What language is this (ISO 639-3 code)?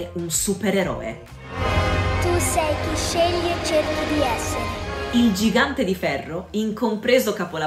ita